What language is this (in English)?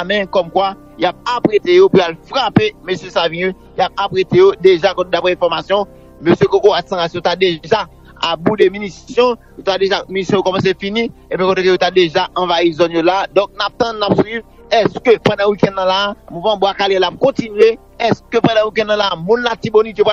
Haitian Creole